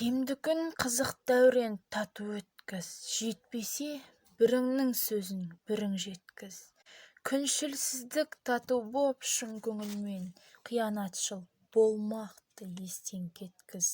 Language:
Kazakh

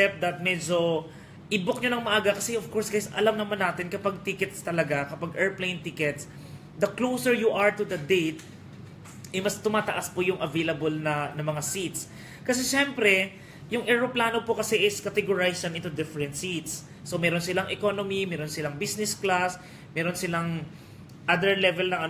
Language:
Filipino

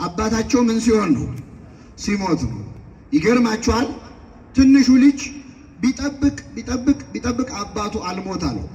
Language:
Amharic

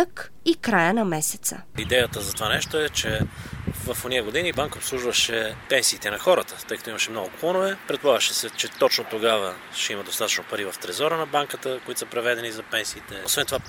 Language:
Bulgarian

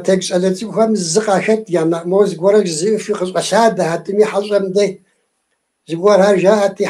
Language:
Kabardian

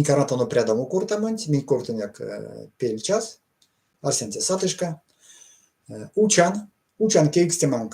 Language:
Erzya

